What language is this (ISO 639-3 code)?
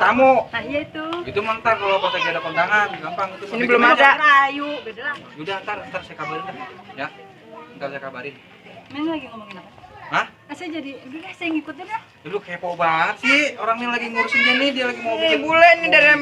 bew